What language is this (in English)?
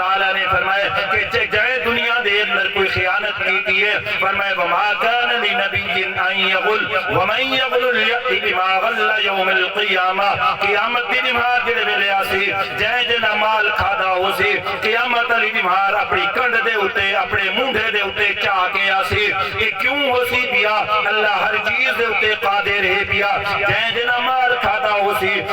Saraiki